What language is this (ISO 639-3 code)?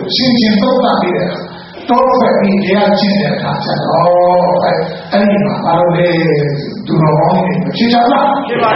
mya